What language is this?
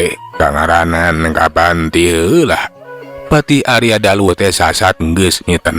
Sundanese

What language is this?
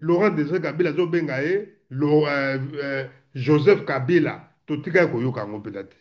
Lingala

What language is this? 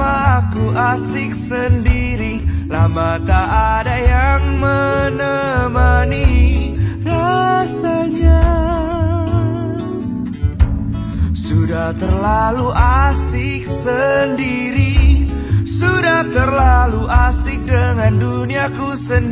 Indonesian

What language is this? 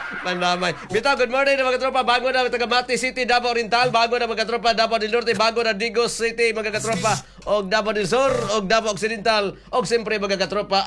Cebuano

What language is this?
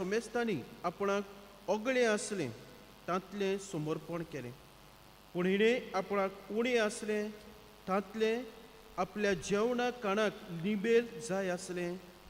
Konkani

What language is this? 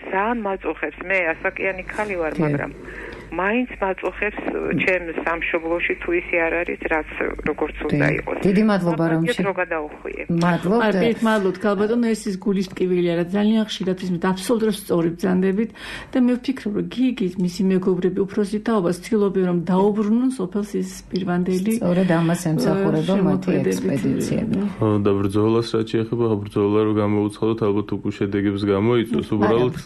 Georgian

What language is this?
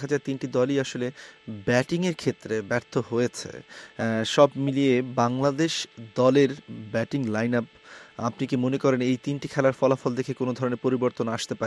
Bangla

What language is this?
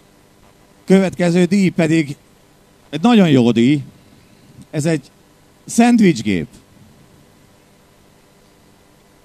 Hungarian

